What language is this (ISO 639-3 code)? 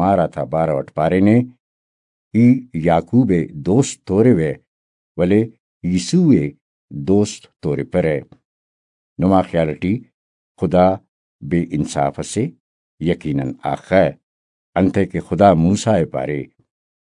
brh